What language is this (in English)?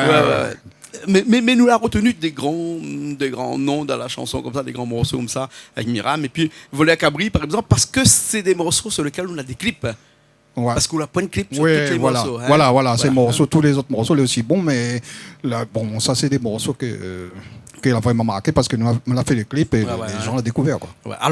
Réunion Creole French